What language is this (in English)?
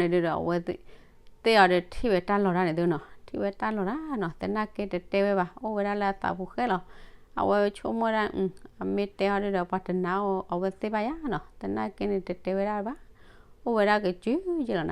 S'gaw Karen